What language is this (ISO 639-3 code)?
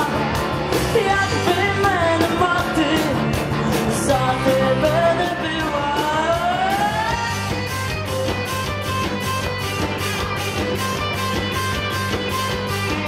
ukr